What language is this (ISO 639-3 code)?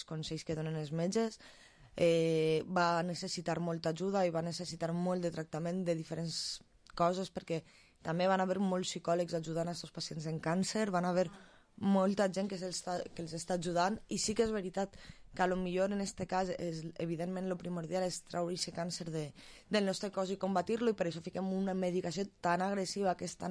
cat